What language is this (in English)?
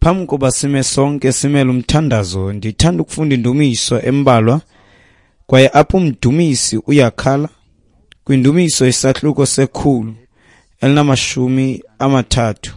Xhosa